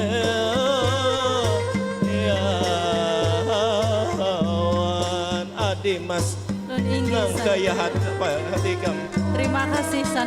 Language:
Banjar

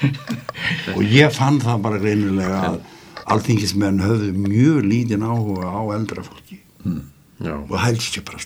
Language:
Icelandic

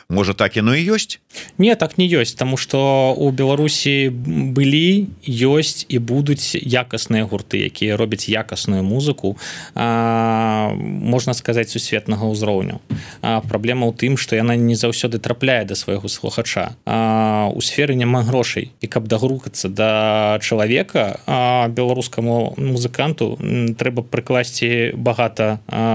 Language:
Belarusian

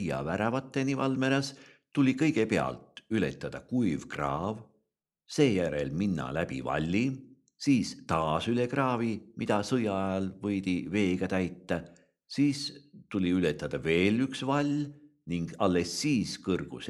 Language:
Estonian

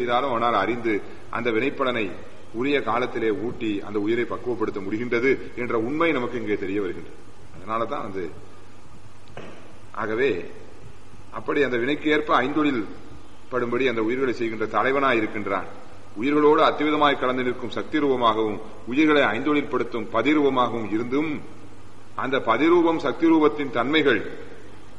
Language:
Tamil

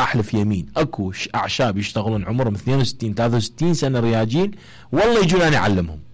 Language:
Mesopotamian Arabic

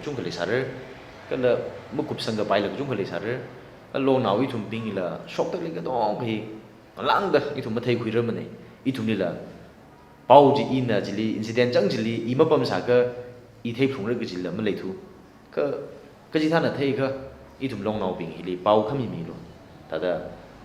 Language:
Tangkhul Naga (India)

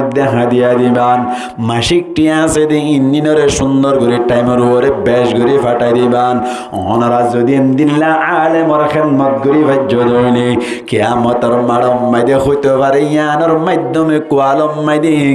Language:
Rohingya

